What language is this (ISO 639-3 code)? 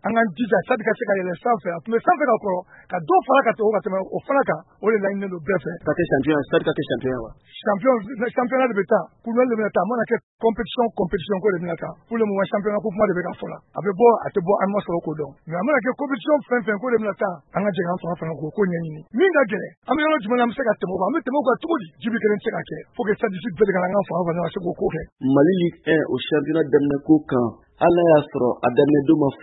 bam